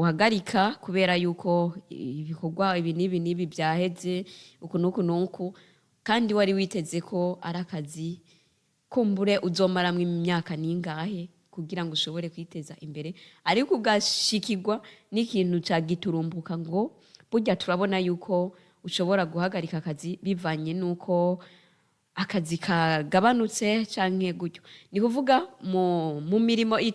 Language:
Rundi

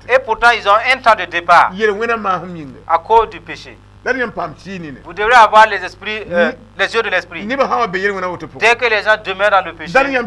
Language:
Mossi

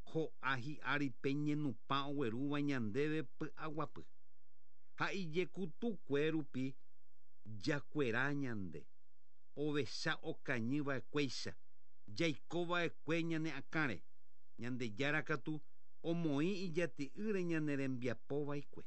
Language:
Guarani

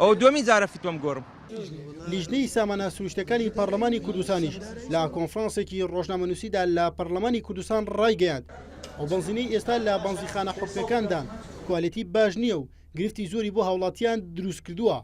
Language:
Central Kurdish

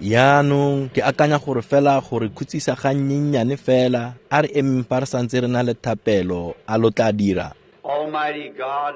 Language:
Tswana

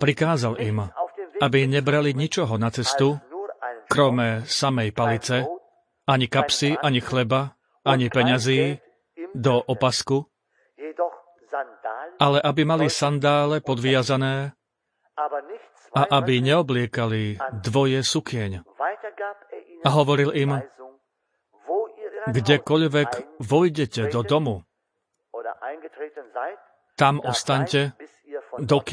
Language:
Slovak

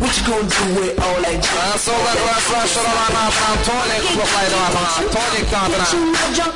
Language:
Kara-Kalpak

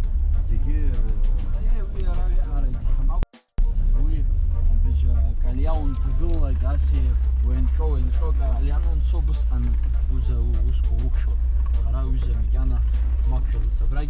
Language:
Abkhazian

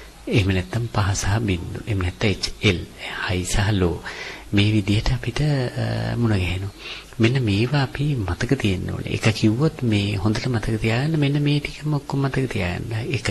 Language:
Sinhala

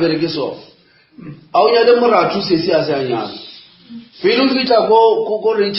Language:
Northern Sotho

